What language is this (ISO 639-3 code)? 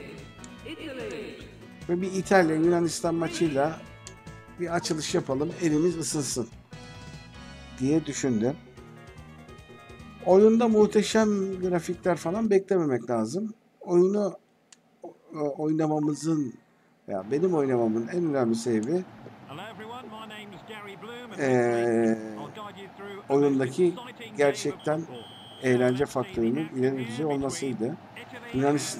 tur